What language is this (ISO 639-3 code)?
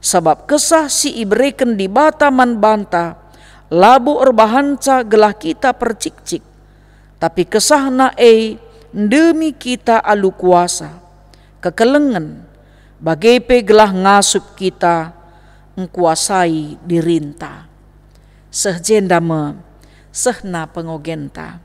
btx